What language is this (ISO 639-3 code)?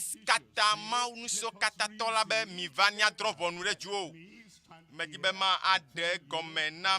ewe